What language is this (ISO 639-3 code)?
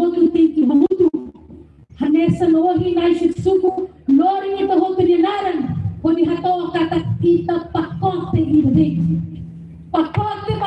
tet